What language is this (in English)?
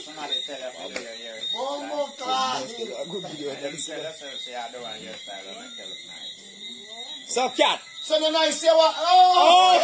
Jamaican Creole English